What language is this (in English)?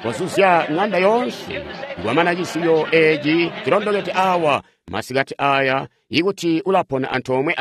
Tonga (Zambia)